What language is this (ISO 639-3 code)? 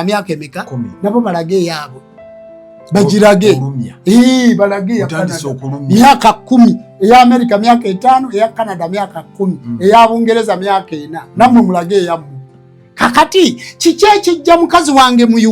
lug